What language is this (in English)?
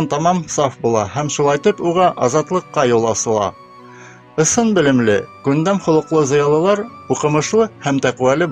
Bashkir